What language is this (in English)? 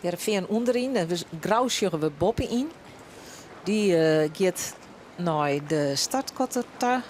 Western Frisian